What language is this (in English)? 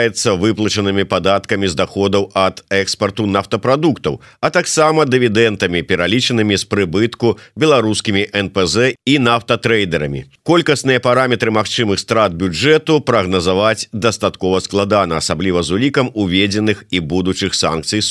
Belarusian